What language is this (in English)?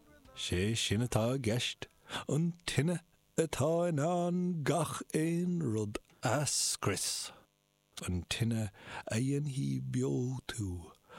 Irish